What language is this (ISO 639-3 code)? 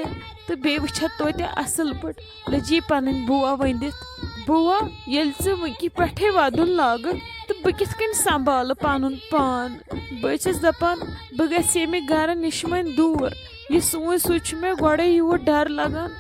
kas